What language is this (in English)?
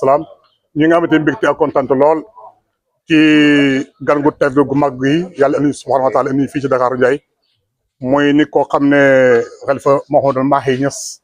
Wolof